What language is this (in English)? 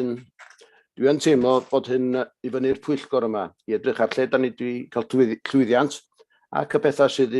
Welsh